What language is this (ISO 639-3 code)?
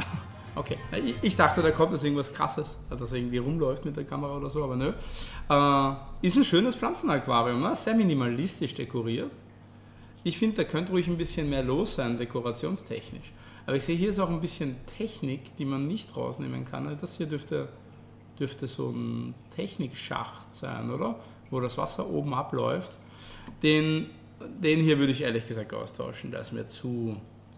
deu